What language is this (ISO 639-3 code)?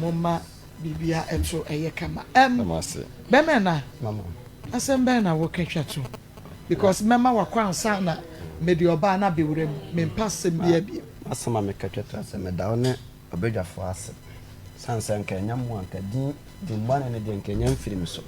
aka